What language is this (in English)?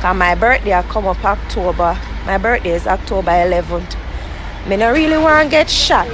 Jamaican Creole English